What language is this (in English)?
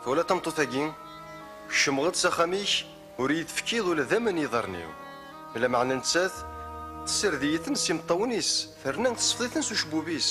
Kabyle